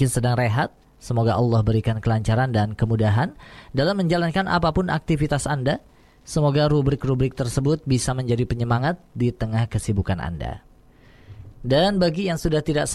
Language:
Indonesian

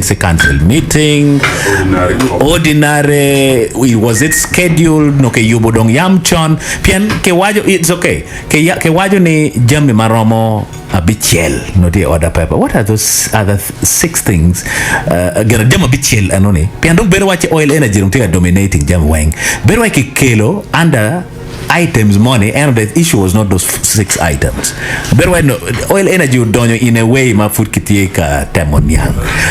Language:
Acoli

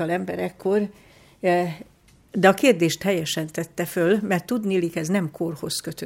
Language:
Hungarian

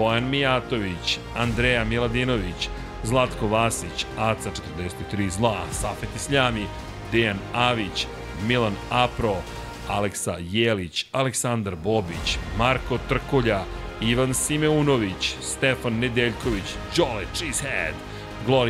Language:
Serbian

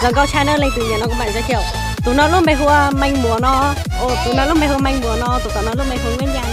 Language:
Hmong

